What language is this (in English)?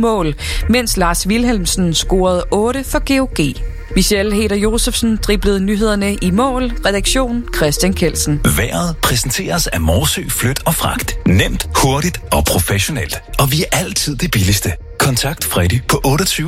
Danish